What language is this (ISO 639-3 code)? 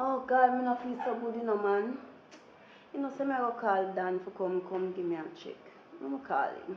jam